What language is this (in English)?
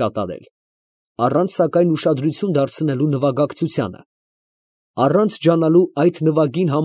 Armenian